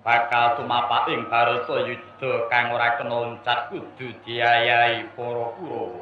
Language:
Javanese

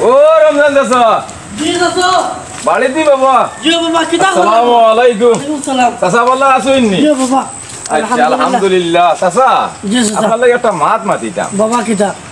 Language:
Sylheti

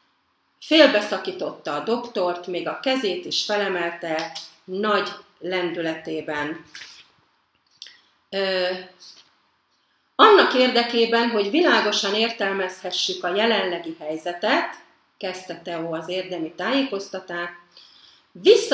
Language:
Hungarian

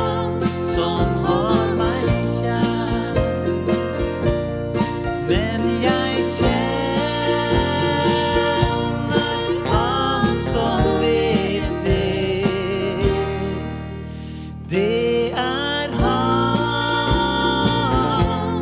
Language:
Norwegian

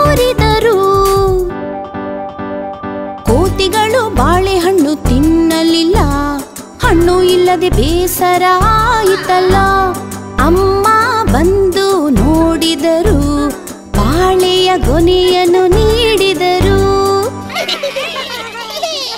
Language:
Kannada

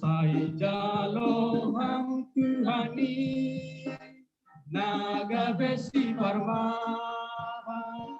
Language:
Batak Simalungun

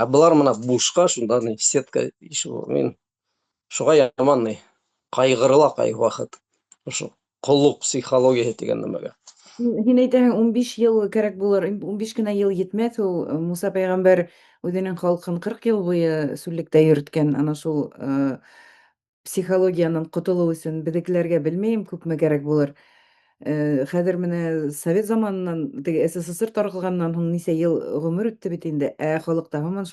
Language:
Bashkir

